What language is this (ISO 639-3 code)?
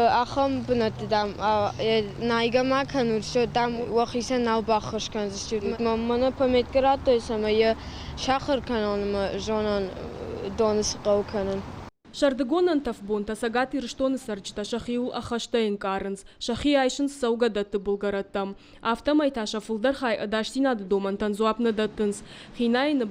oss